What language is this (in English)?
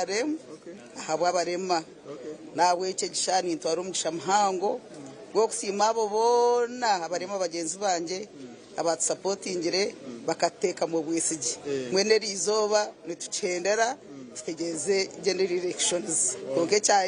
Nyankole